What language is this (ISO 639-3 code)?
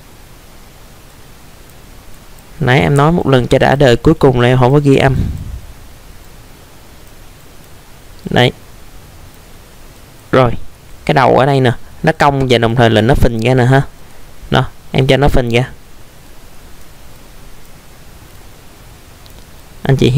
vie